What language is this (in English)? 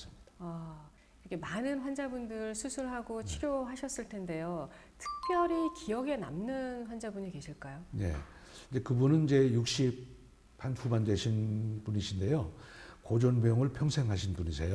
Korean